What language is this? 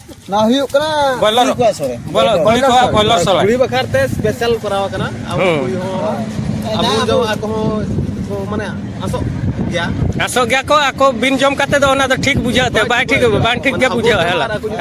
Santali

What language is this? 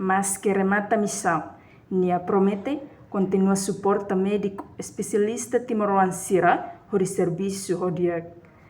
Tetum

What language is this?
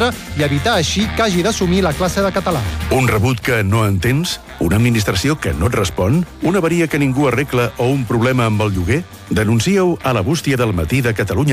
Catalan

